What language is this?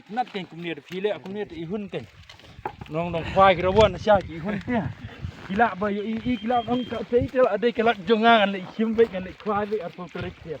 Khasi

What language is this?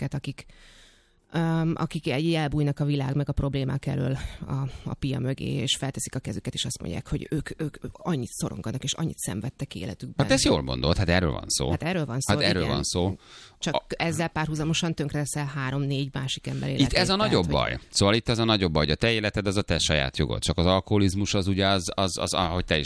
Hungarian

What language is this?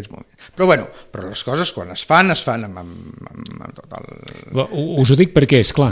Catalan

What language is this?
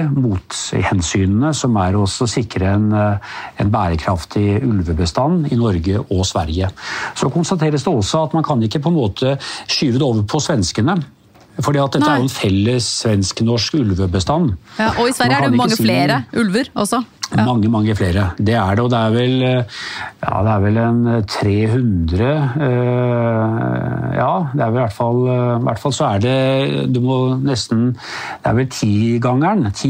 Norwegian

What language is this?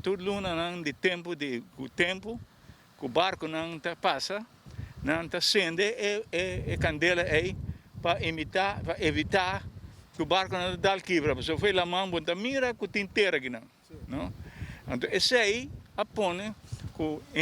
Papiamento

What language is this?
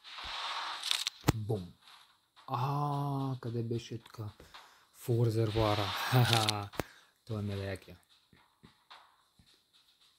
Bulgarian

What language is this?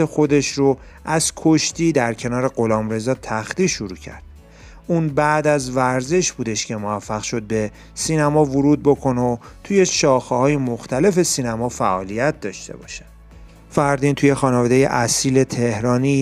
Persian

